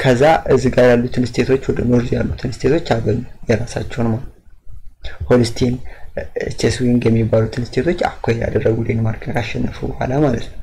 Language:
Amharic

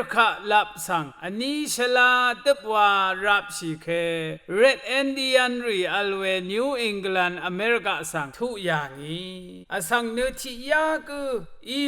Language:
Rawang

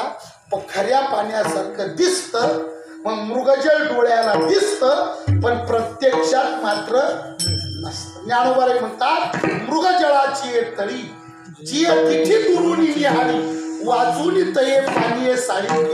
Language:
Marathi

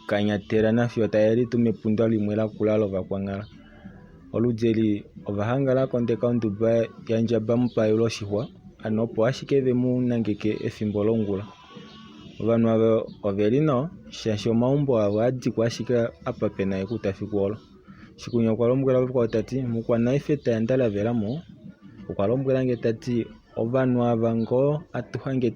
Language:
Kuanyama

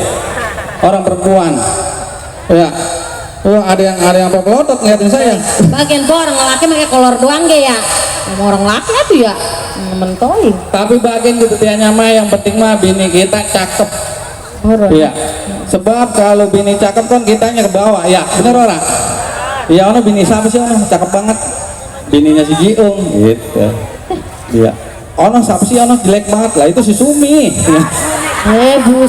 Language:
Betawi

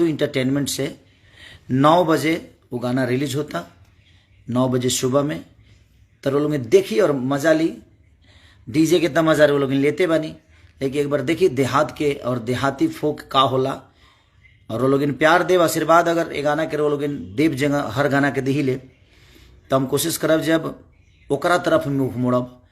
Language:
Bhojpuri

